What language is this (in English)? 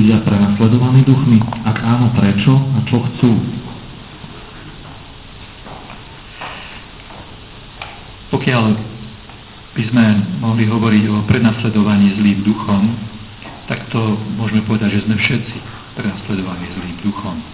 Slovak